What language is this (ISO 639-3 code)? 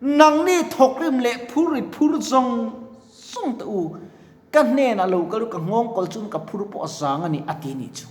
lus